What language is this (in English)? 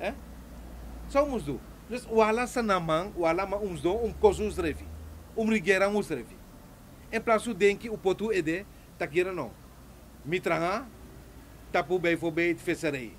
Sranan Tongo